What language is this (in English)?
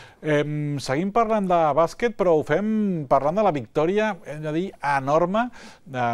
Catalan